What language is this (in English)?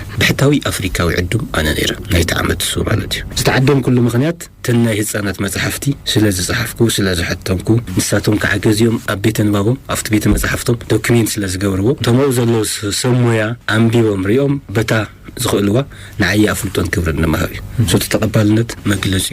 Tigrinya